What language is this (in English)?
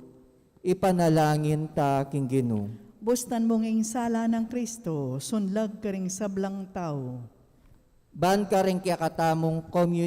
Pampanga